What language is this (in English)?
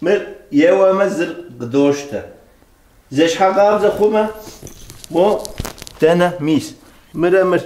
Kabardian